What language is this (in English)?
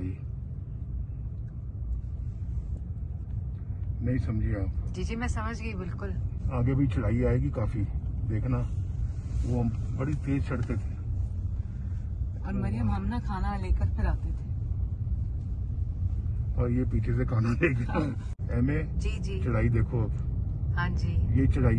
Hindi